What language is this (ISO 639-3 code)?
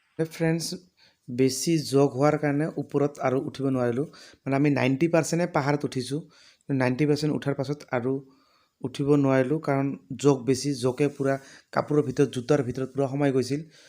asm